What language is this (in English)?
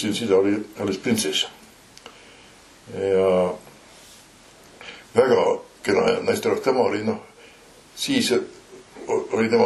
Estonian